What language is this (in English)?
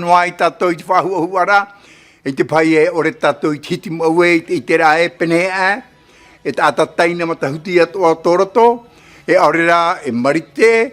Tahitian